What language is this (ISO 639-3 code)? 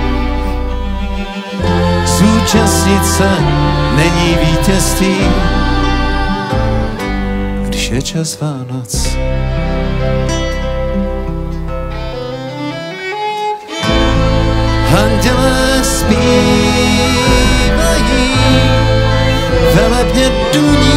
ces